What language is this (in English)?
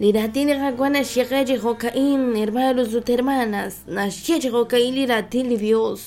Kekchí